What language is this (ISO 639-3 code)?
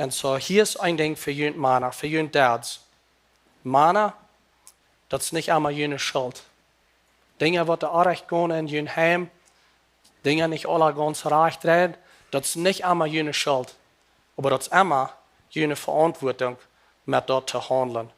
pdt